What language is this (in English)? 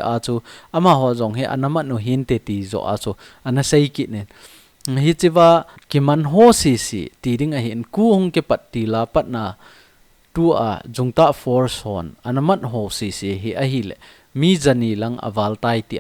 Thado Chin